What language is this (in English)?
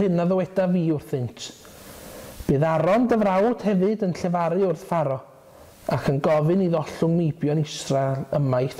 Welsh